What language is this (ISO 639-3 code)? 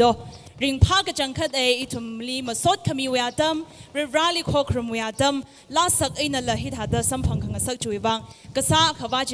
nmf